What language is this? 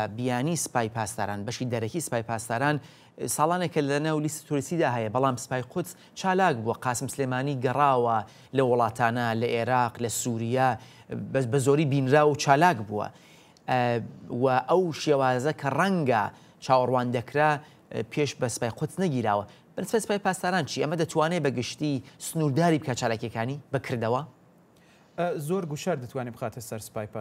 Central Kurdish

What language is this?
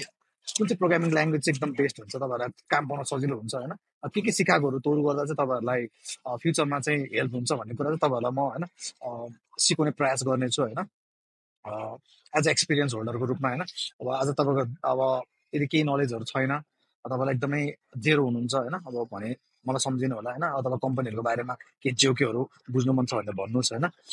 Nepali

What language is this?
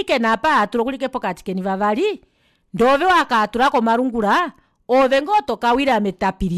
Kuanyama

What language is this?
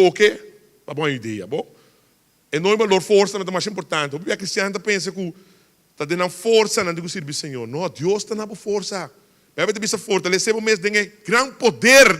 Papiamento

